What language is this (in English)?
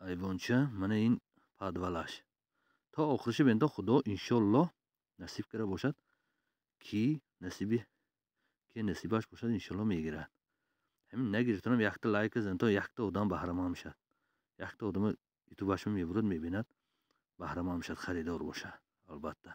Tajik